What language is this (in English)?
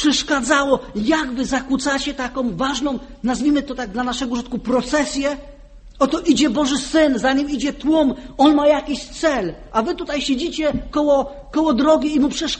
Polish